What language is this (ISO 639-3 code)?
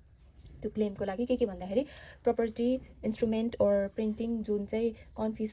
nep